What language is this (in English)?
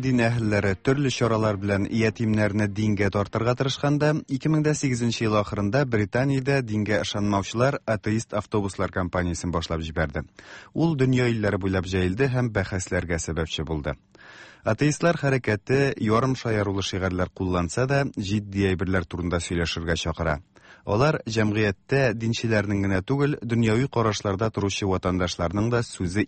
Tatar